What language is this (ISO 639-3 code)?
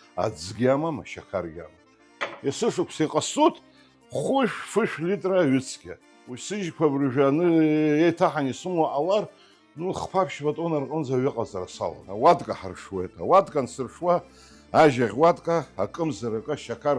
abk